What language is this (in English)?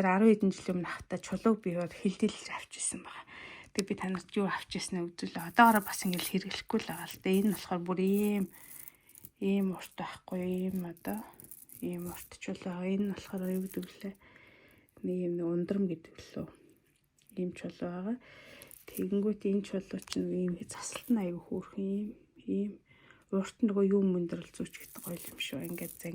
Mongolian